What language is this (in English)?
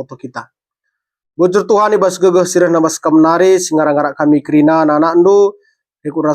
Batak Karo